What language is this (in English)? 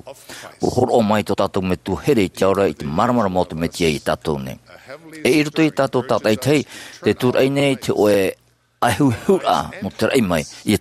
Tahitian